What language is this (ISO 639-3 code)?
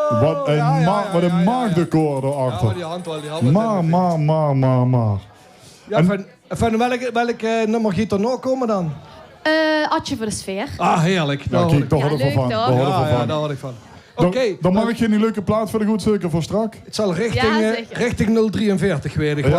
lim